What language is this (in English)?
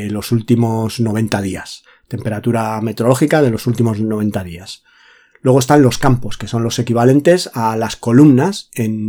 Spanish